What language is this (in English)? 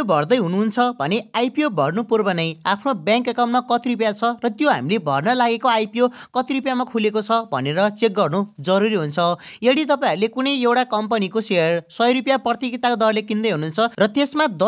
Nepali